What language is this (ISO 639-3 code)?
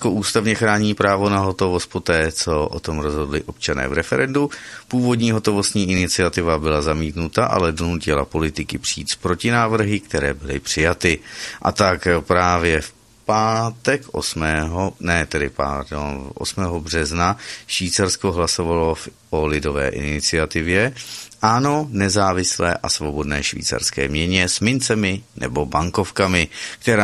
ces